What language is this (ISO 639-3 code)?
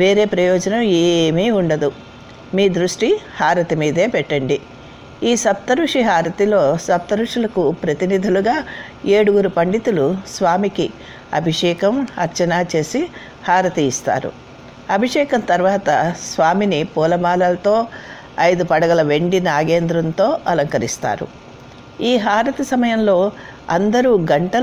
tel